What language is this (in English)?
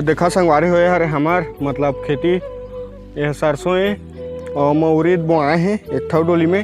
Chhattisgarhi